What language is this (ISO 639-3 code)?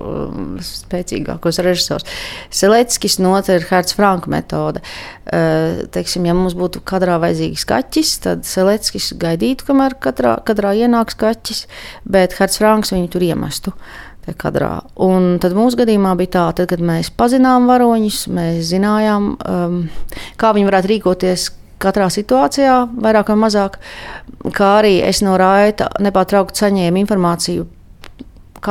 lav